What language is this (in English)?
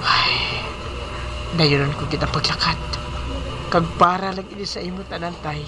Hiligaynon